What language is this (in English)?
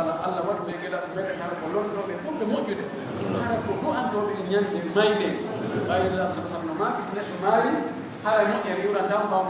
Pular